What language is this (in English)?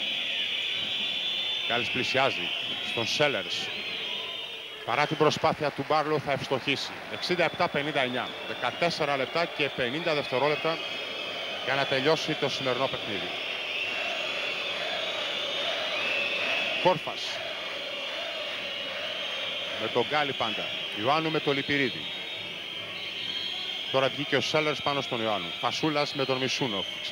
Greek